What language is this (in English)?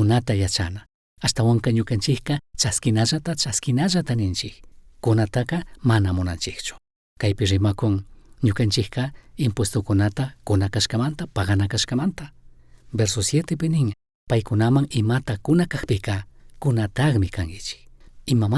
Chimborazo Highland Quichua